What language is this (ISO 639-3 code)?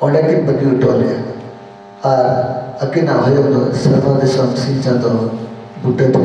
sat